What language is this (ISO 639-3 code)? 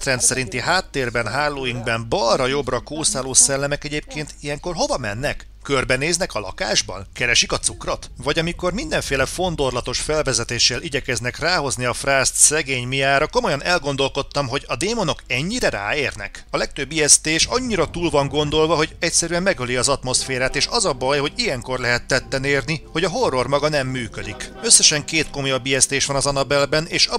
hun